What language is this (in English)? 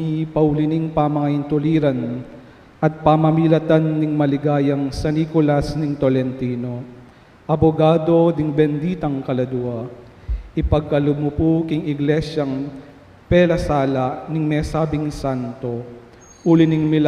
Pampanga